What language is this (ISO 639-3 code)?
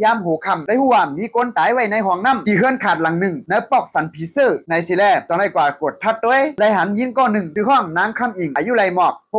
shn